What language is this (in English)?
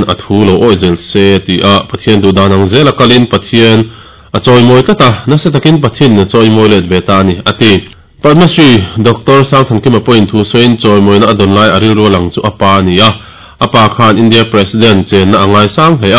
Mizo